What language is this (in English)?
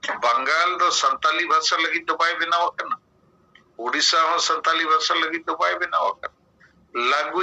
Santali